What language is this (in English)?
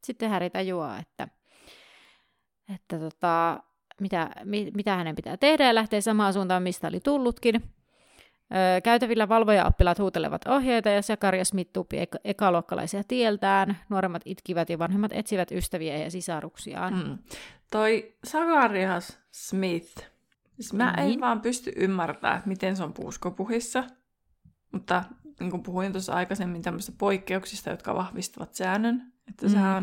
Finnish